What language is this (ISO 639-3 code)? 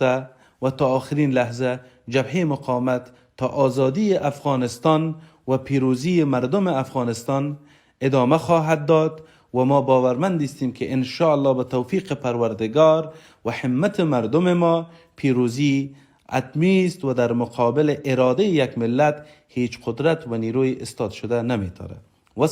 fas